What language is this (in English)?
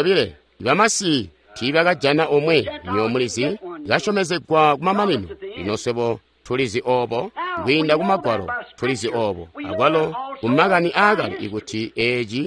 Tonga (Zambia)